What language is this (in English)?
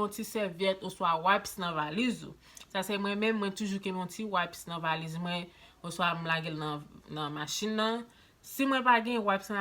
Haitian Creole